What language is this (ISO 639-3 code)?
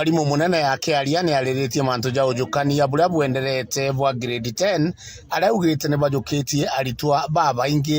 mer